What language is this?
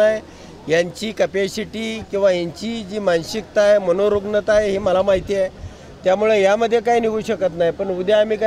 Marathi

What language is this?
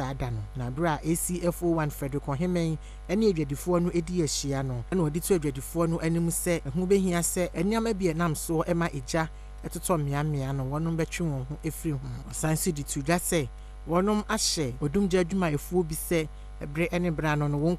Akan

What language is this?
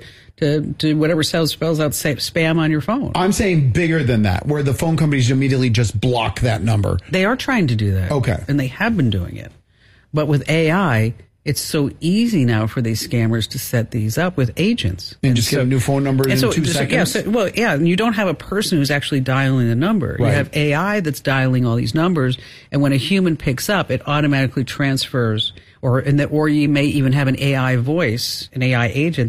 English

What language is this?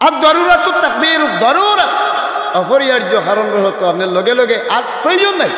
Sylheti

